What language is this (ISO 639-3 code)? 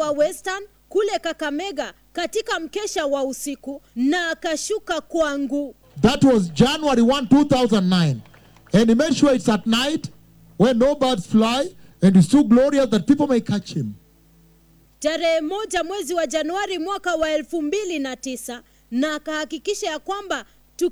swa